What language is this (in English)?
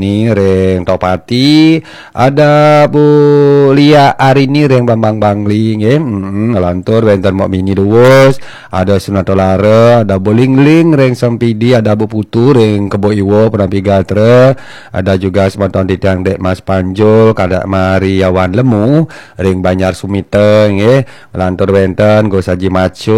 Balinese